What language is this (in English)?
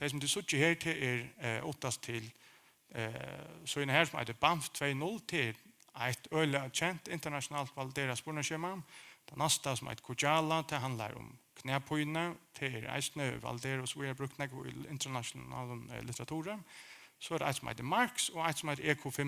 Faroese